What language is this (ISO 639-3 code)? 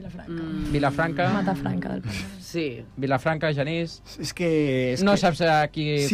cat